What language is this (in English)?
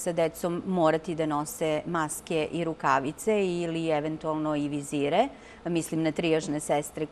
Serbian